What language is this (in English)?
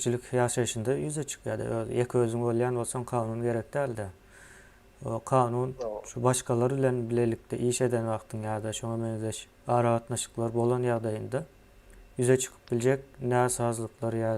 Turkmen